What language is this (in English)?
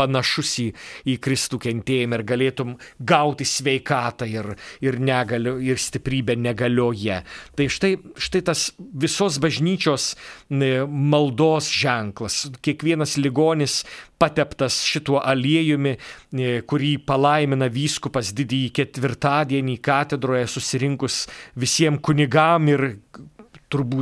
Lithuanian